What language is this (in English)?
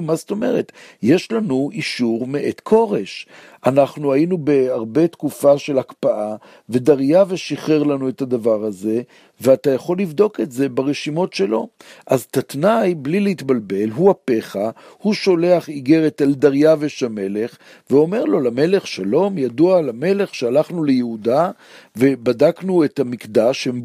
Hebrew